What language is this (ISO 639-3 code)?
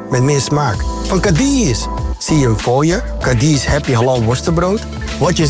nld